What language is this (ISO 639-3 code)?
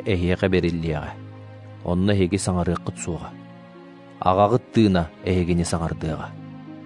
sah